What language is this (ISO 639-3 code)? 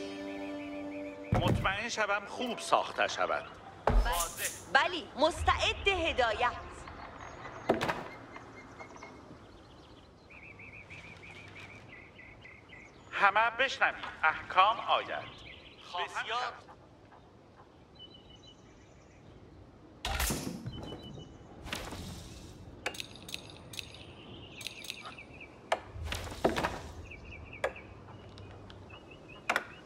fas